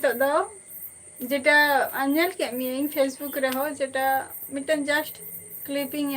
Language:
Santali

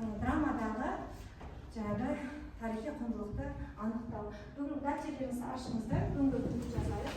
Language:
Kazakh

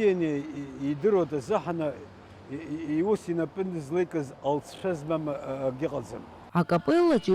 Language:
Abkhazian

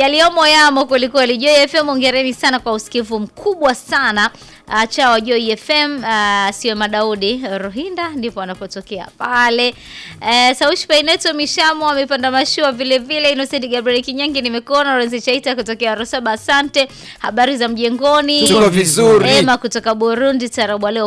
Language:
Swahili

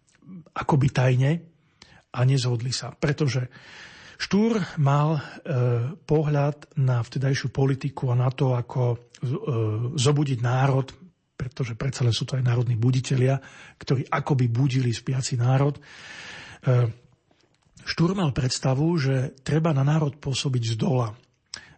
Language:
Slovak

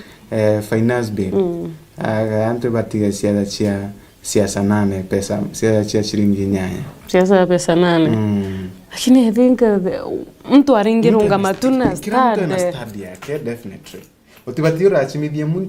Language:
Meru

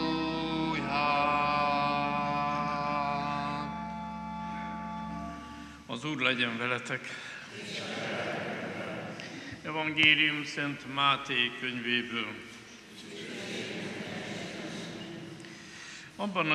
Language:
Hungarian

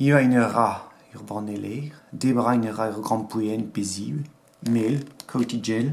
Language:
Breton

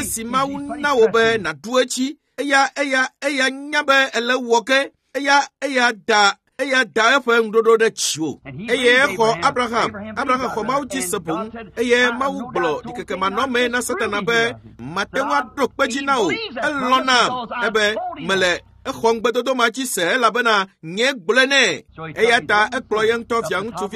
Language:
Ewe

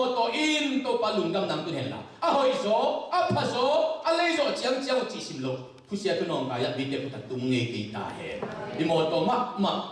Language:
Tedim Chin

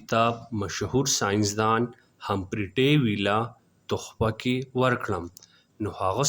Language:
Pashto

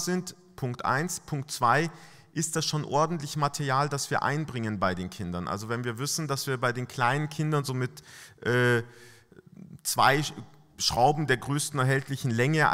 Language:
German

